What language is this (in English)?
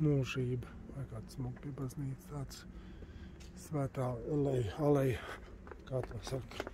Latvian